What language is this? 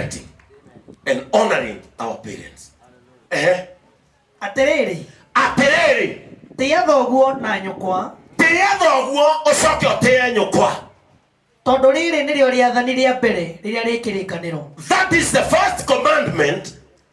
Kikuyu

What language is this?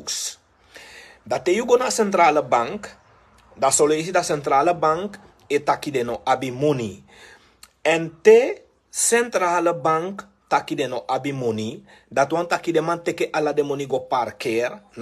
Sranan Tongo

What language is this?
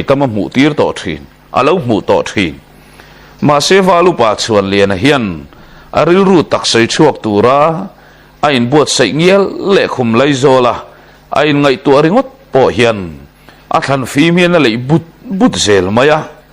Mizo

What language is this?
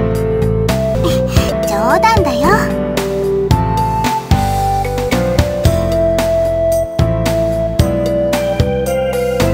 Japanese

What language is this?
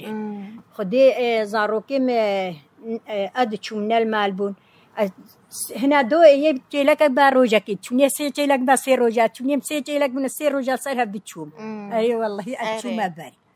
Kurdish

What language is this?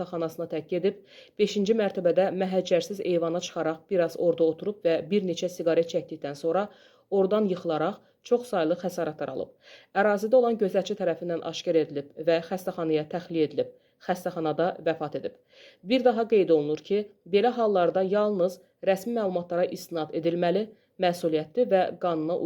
Azerbaijani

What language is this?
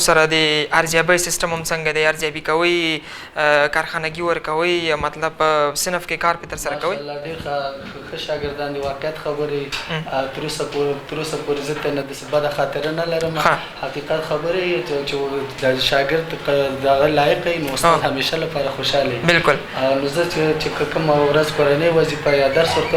Pashto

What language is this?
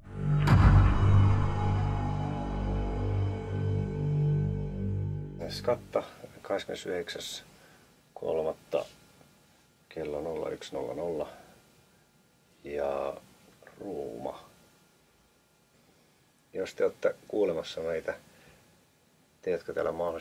Finnish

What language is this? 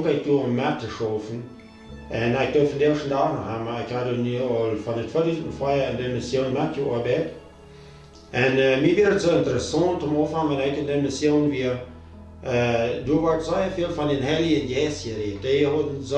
Plautdietsch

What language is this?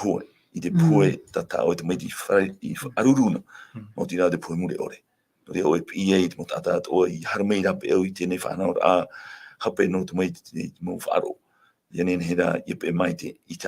Tahitian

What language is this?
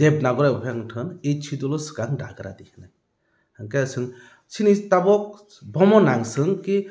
Kok Borok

